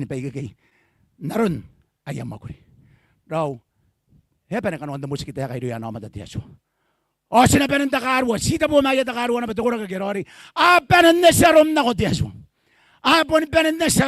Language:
Gilbertese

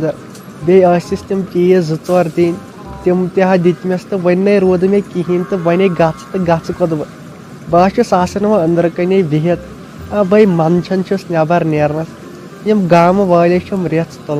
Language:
Kashmiri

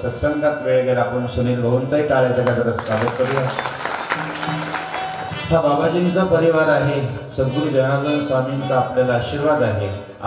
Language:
Marathi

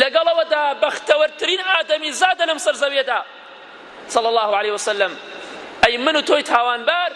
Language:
Central Kurdish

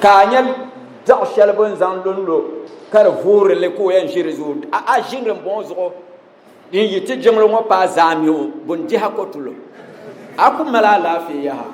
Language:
Dagbani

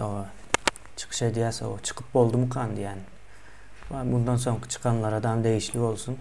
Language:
Turkmen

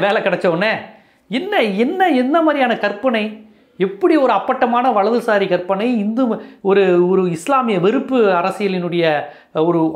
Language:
Tamil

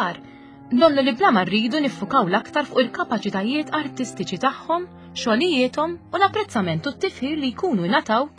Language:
Maltese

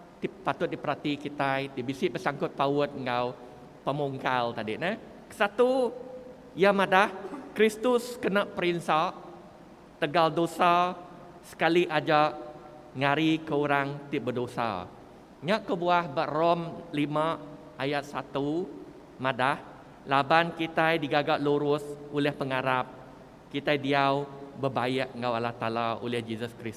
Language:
Iban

